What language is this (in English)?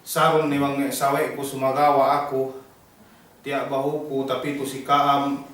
Yakan